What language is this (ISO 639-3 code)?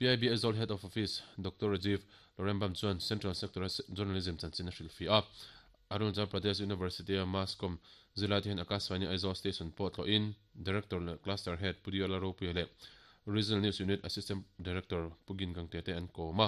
lus